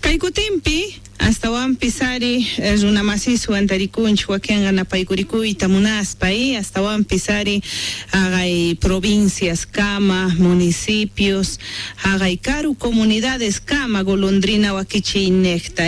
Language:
South Bolivian Quechua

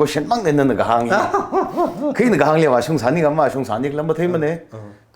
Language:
Tangkhul Naga (India)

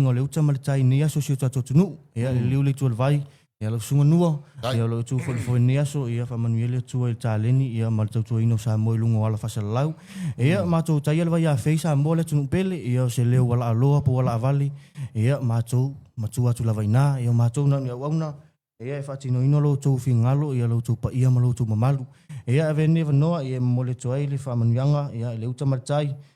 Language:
Samoan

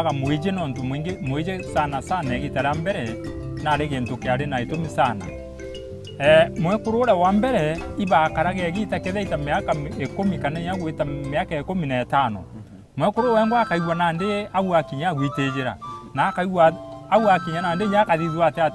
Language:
Meru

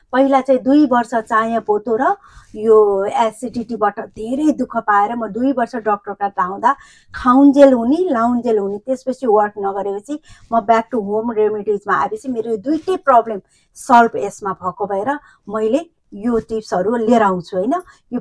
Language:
Nepali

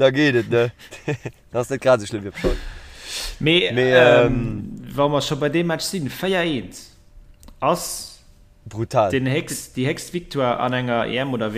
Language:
Luxembourgish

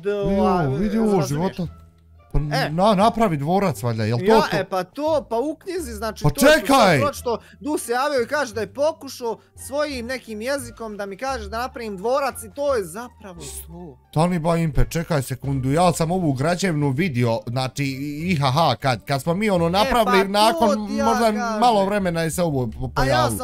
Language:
Bosnian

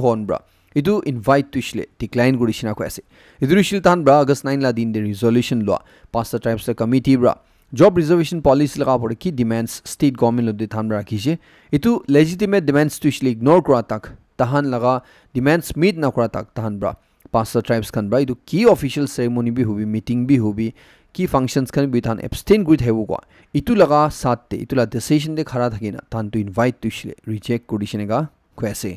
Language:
Naga Pidgin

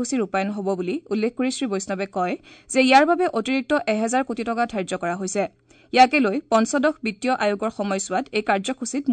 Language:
Assamese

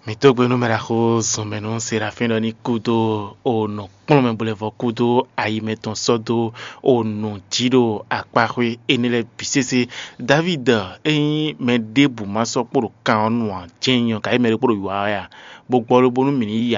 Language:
Fon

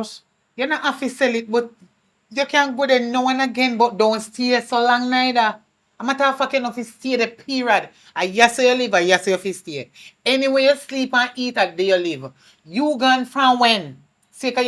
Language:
Jamaican Creole English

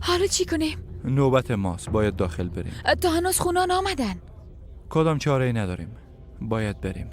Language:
Persian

